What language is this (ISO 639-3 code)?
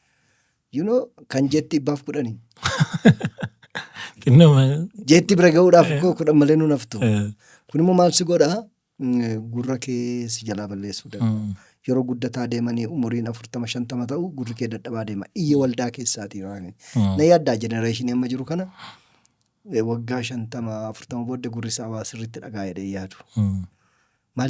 orm